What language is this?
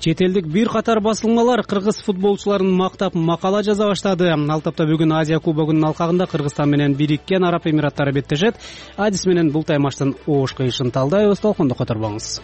Kyrgyz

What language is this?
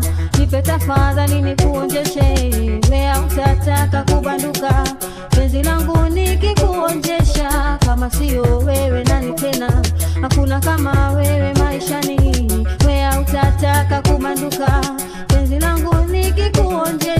Swahili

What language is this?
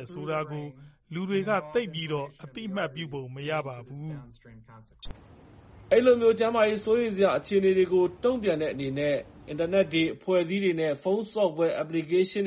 Burmese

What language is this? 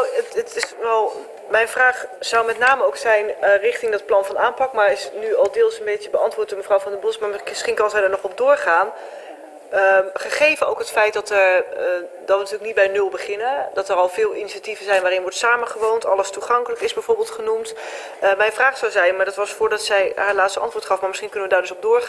Dutch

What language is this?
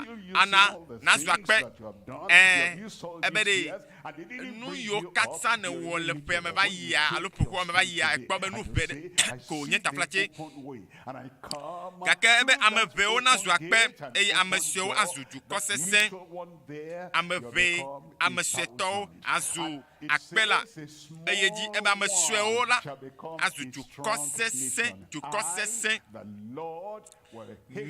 Ewe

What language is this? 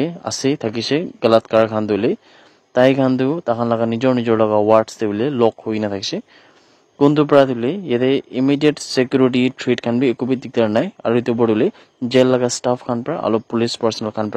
Naga Pidgin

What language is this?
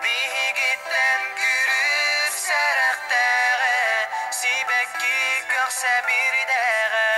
Yakut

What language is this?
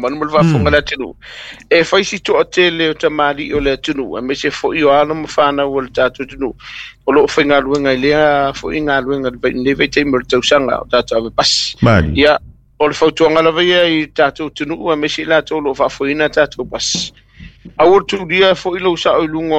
Samoan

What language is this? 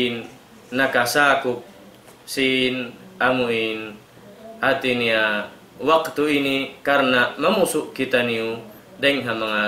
Tausug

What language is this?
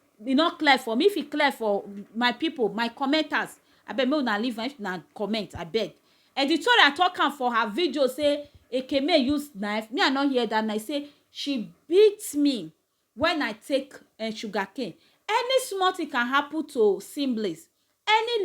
Nigerian Pidgin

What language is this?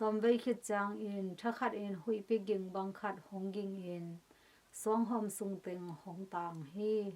Tedim Chin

